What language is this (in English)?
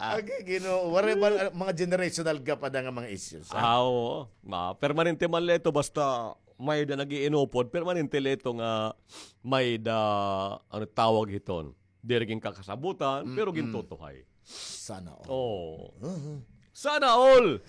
Waray